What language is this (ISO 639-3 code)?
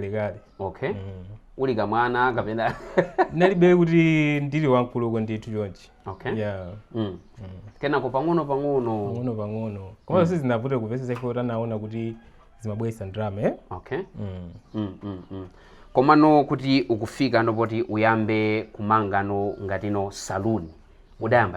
nya